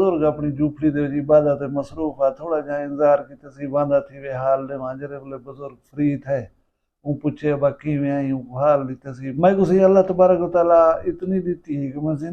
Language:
Saraiki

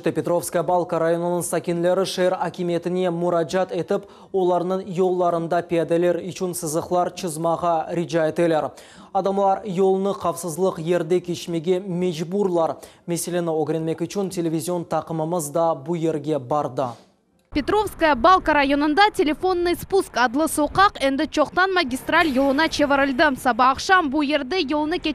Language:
Crimean Tatar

